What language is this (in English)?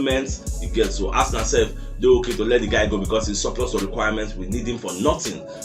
Nigerian Pidgin